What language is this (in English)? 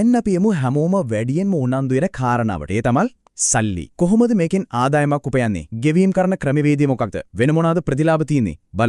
Sinhala